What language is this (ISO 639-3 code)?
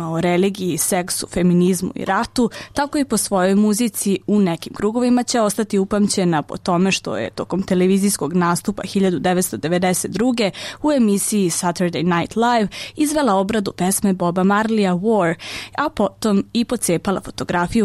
srp